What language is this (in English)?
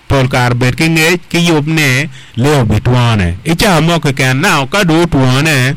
Acoli